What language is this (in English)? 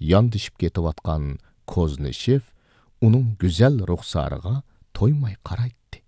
Uyghur